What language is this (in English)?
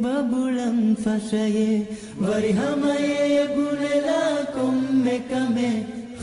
Divehi